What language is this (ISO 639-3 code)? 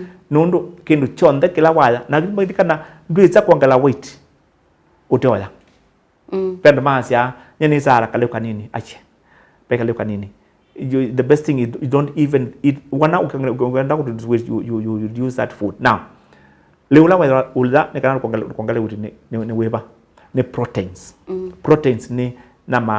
kam